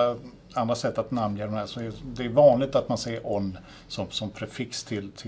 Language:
Swedish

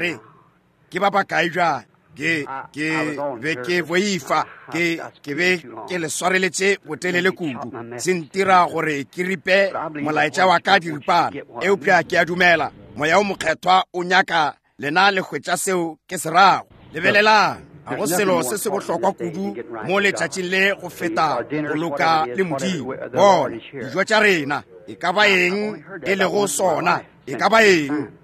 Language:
Northern Sotho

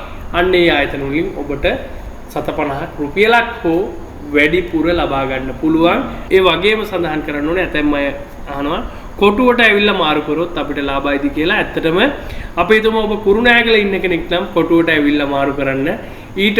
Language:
Sinhala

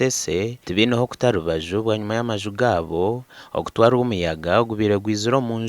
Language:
Nyankole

